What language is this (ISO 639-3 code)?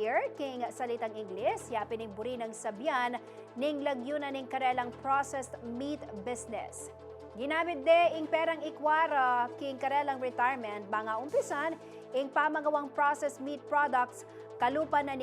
pam